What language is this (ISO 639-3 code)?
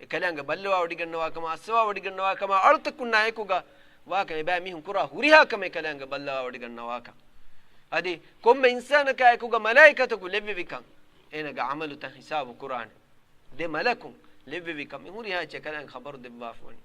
div